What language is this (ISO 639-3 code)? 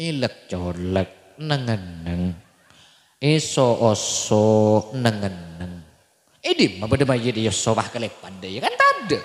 mad